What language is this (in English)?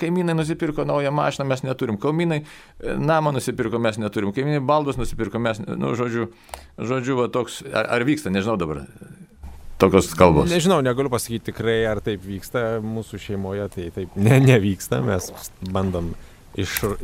Lithuanian